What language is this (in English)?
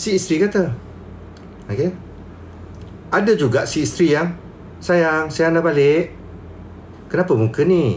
Malay